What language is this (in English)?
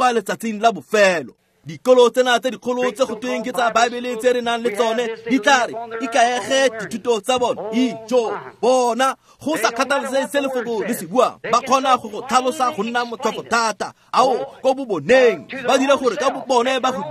Tswana